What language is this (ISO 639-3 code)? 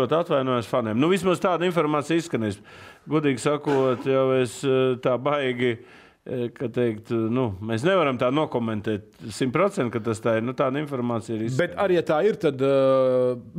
lav